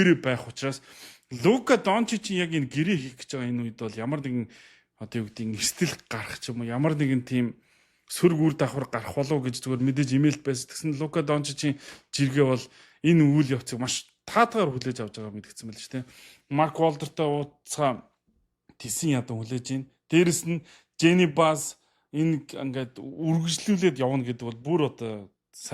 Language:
Mongolian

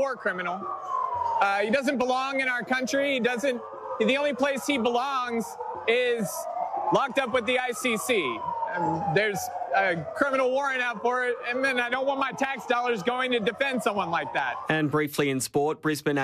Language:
English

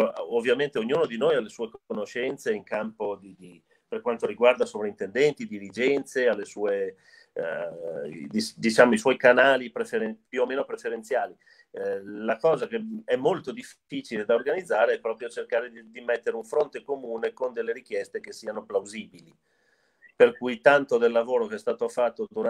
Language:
Italian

